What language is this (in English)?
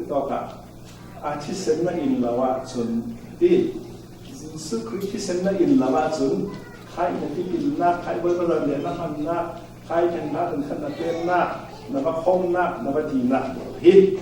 Falam Chin